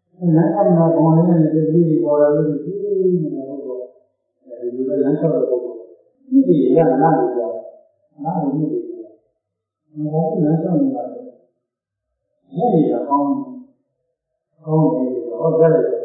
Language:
Burmese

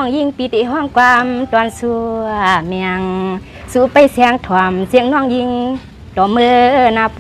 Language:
Shan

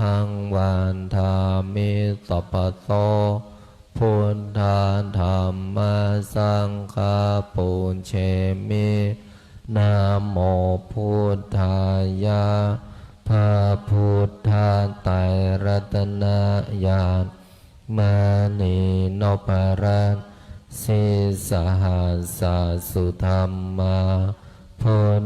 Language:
Pali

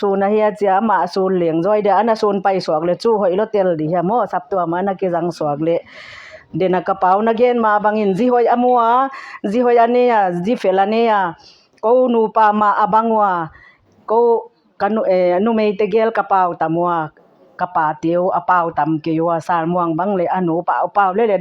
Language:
Paite Chin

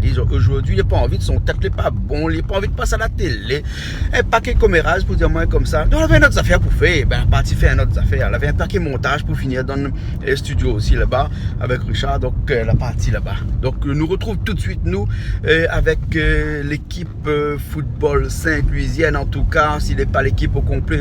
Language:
Réunion Creole French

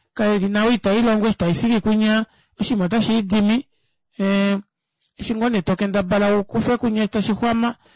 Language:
Kuanyama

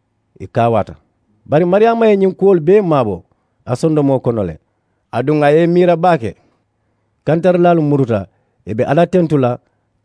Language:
Mandingo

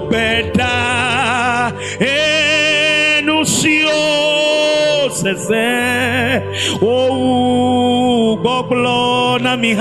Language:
Ewe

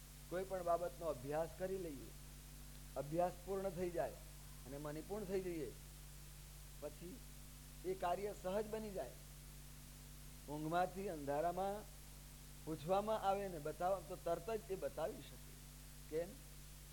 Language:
Gujarati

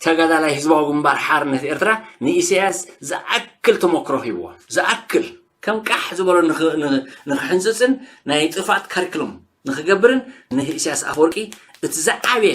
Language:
Tigrinya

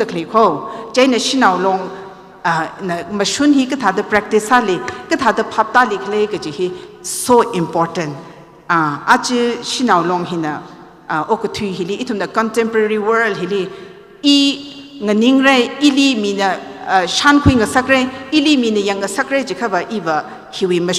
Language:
Tangkhul Naga (India)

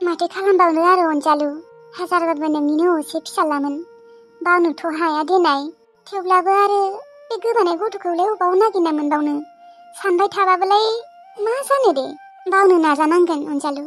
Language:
Bodo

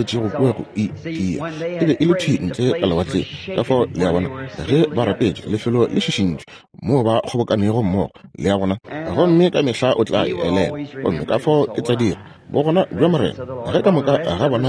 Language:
Northern Sotho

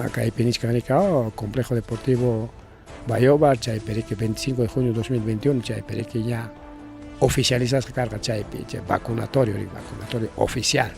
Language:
Ayacucho Quechua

